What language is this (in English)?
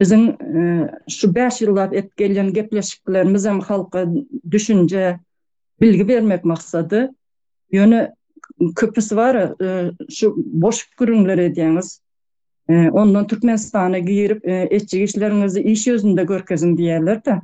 Turkmen